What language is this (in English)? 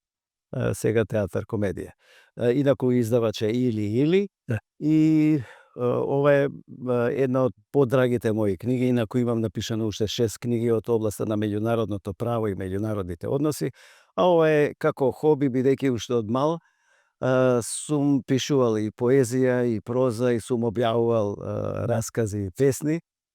Macedonian